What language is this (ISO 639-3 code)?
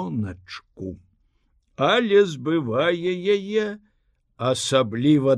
bel